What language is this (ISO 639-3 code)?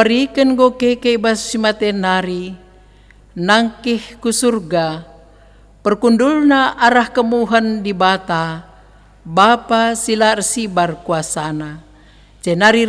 btx